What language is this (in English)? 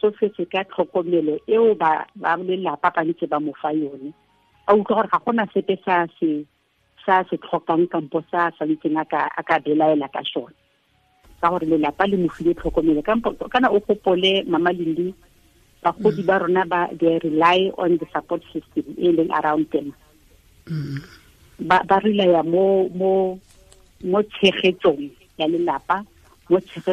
Tswana